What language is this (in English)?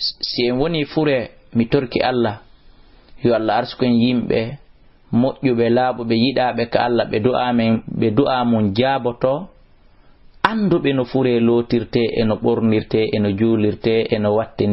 Fula